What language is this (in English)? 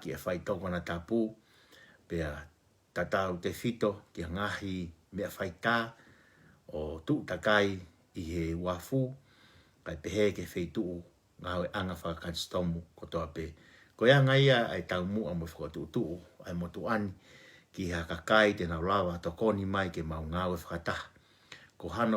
Tongan